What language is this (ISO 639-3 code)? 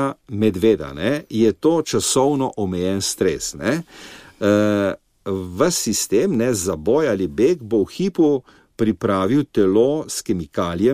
slv